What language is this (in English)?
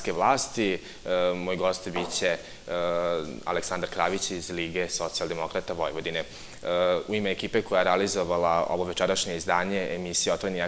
Serbian